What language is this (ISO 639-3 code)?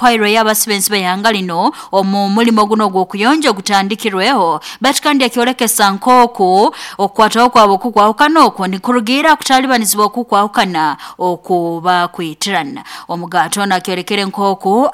nyo